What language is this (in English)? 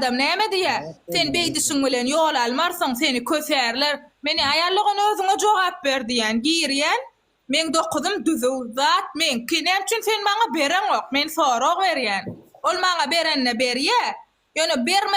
Turkmen